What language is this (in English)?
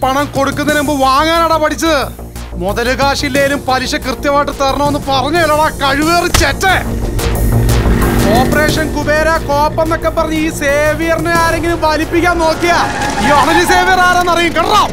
Malayalam